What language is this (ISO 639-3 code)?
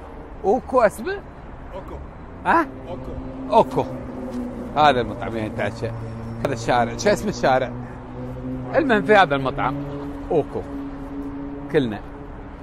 afb